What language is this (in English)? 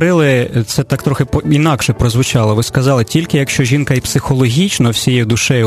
Ukrainian